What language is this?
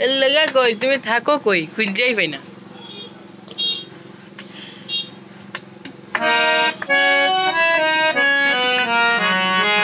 Bangla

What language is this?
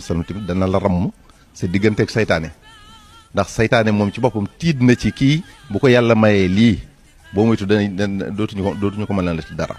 Wolof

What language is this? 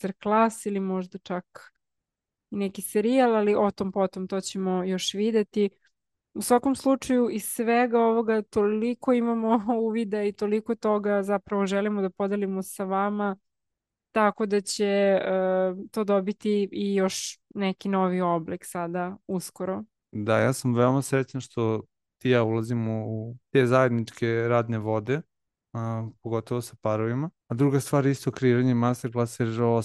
Serbian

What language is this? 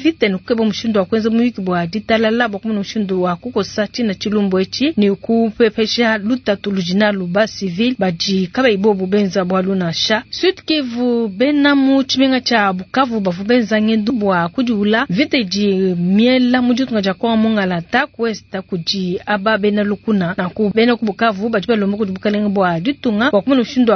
Luba-Lulua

